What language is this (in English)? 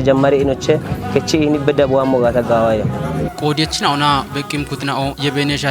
Kafa